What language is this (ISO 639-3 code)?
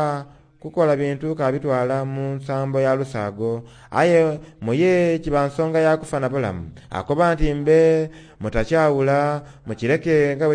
xog